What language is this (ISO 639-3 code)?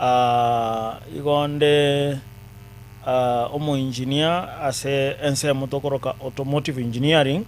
guz